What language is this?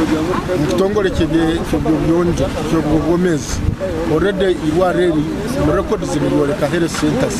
Nyankole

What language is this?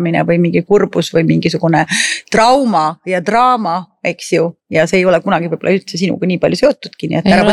Estonian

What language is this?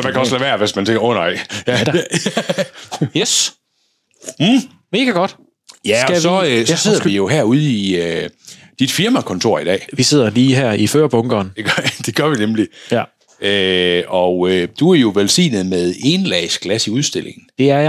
Danish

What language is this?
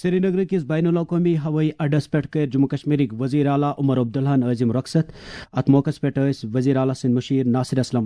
Kashmiri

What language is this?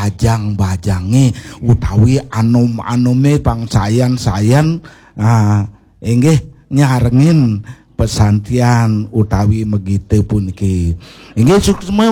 Balinese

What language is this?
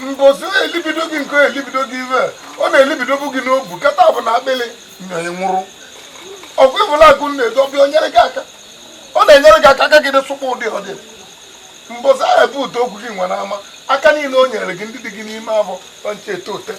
Igbo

